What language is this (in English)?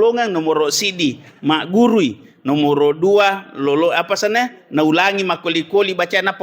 Buginese